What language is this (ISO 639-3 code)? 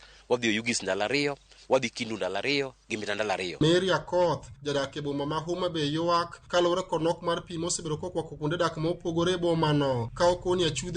luo